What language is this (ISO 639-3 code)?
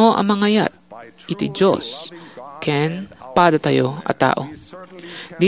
ilo